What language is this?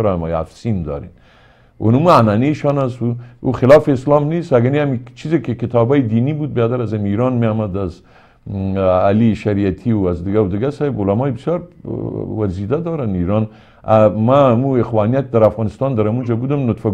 Persian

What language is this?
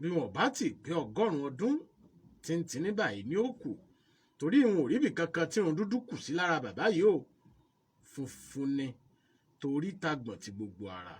Yoruba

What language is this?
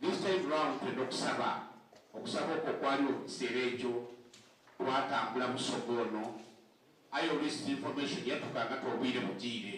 Soga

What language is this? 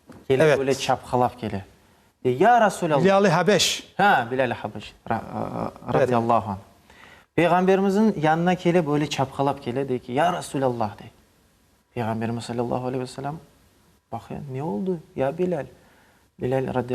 Crimean Tatar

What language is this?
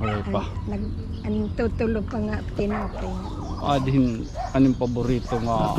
Waray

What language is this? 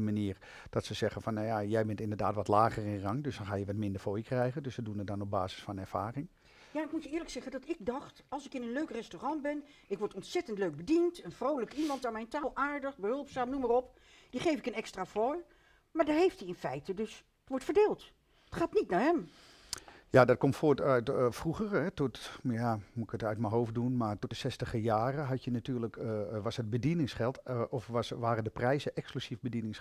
Dutch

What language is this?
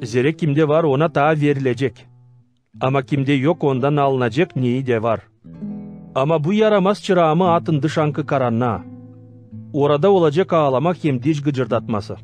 Gagauz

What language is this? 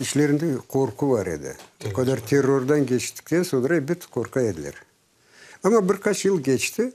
Crimean Tatar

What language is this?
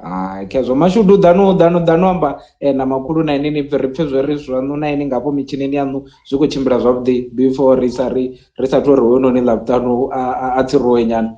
Venda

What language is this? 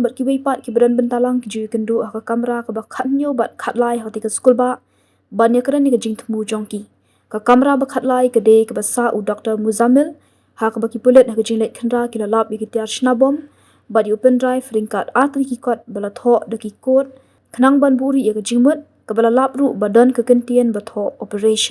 Khasi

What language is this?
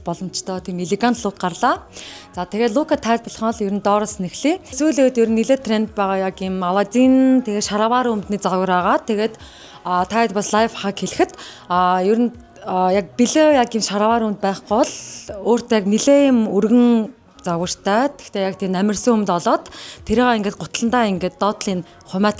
Mongolian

